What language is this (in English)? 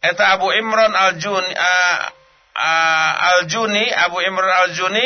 Sundanese